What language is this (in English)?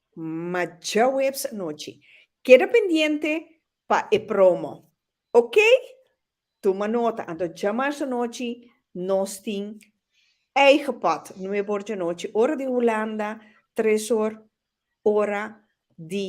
Papiamento